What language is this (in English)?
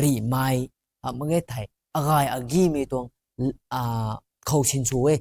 Rongmei Naga